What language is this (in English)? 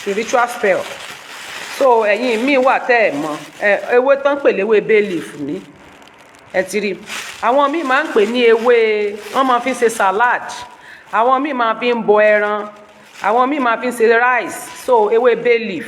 Yoruba